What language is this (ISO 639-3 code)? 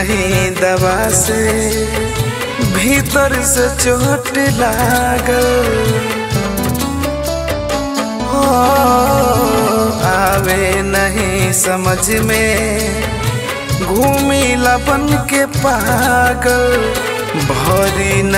bho